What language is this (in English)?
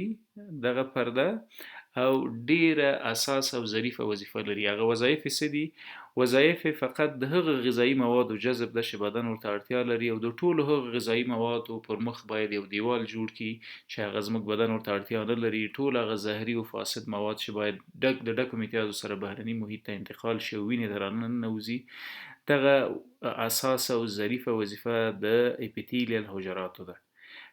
Pashto